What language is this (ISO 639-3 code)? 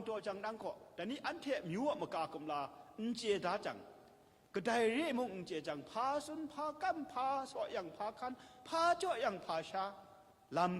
kac